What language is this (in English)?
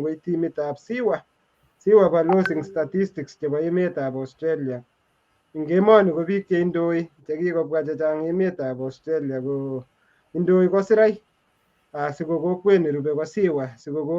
Kalenjin